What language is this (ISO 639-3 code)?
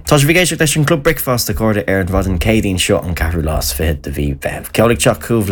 gle